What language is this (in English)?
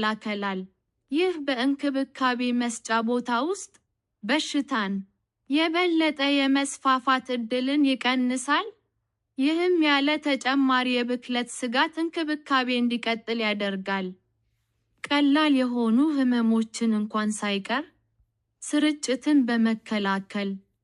Amharic